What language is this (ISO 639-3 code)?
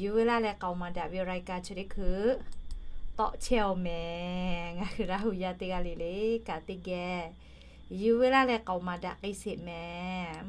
lhu